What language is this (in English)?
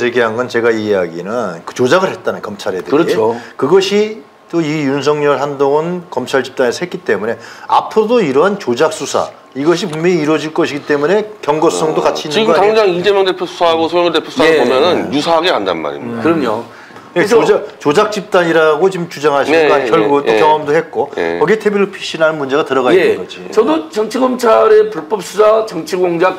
Korean